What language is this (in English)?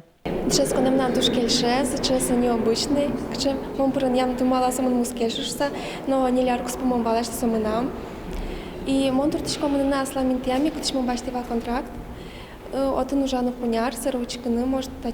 Udmurt